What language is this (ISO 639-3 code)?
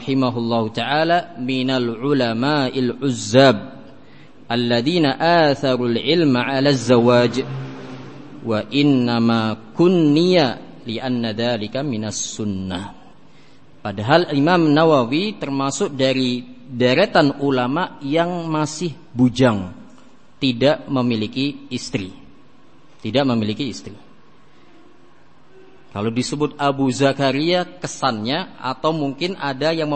ind